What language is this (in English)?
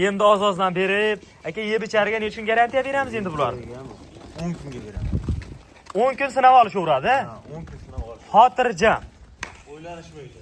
Uzbek